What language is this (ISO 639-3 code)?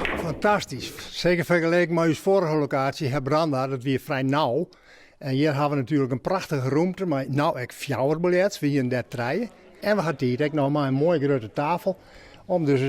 fry